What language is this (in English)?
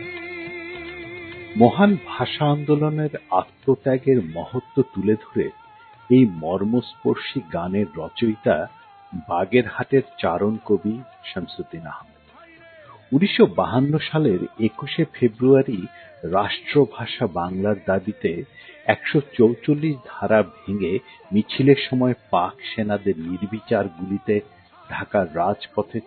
Bangla